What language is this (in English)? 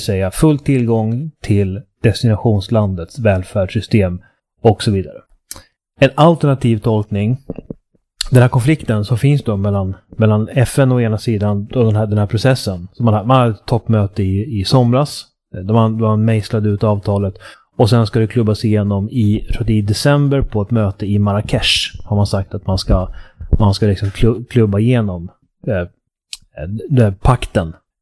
Swedish